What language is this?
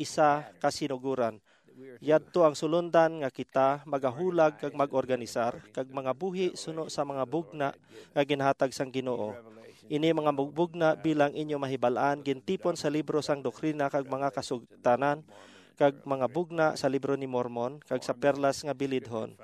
Hiligaynon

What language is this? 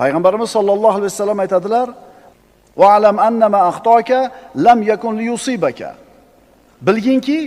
Uzbek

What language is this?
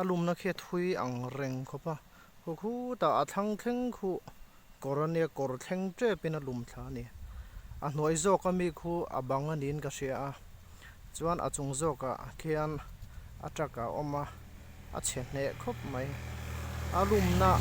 Mizo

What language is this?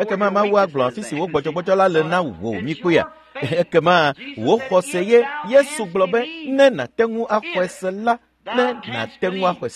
Ewe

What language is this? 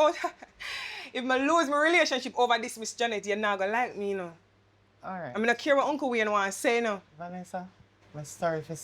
Jamaican Creole English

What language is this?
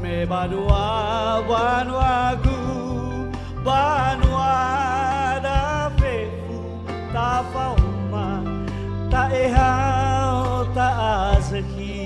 Nias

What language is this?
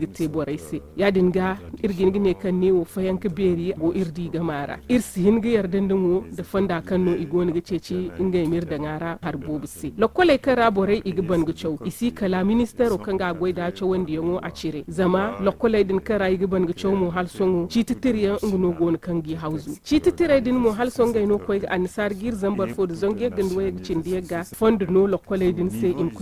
Zarma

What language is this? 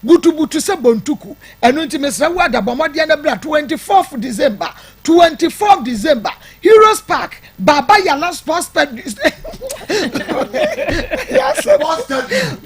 Akan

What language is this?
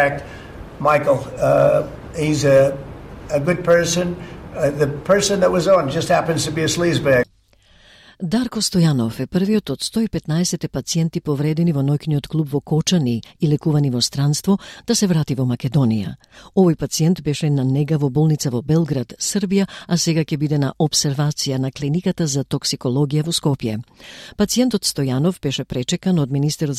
Macedonian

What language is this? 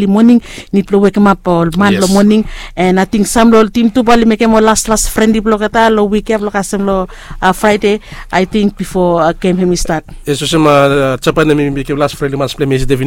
Bislama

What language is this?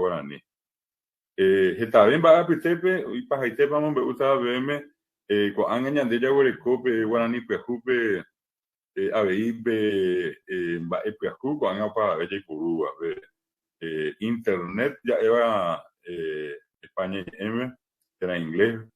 Guarani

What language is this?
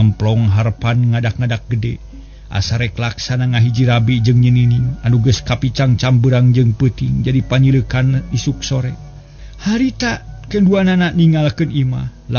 Sundanese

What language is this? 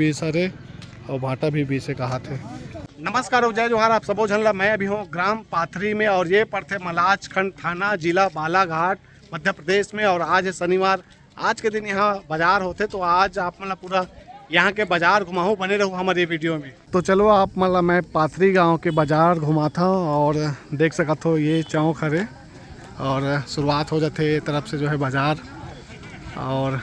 Chhattisgarhi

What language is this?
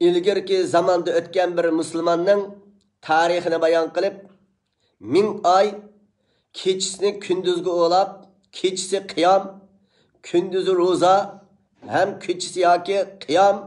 Uyghur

